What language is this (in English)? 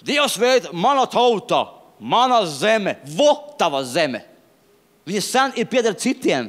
Latvian